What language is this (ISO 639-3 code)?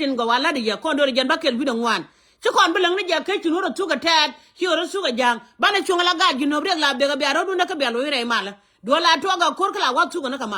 nus